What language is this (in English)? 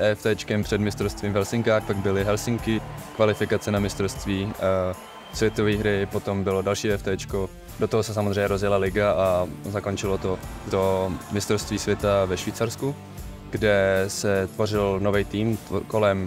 Czech